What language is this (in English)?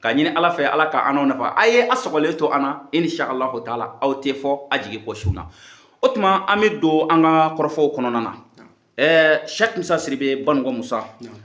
Bambara